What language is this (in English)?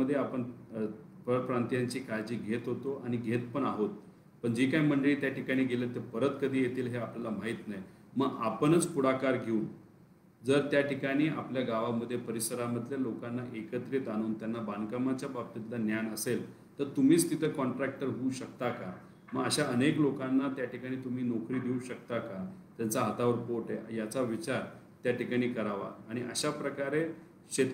Marathi